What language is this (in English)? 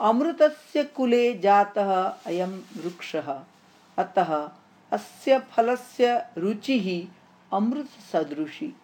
Sanskrit